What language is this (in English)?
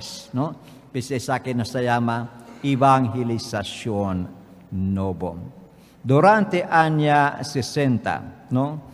Papiamento